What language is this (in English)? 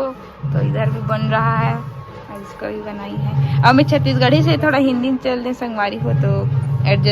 Chhattisgarhi